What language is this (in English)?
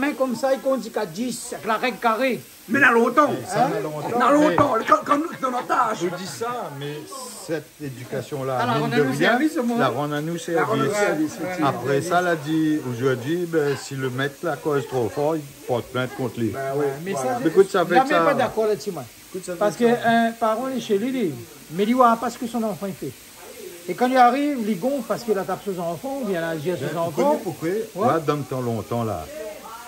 Réunion Creole French